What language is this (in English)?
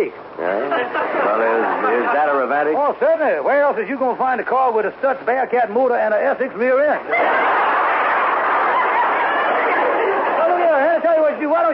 English